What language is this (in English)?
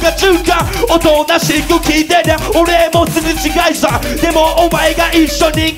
Japanese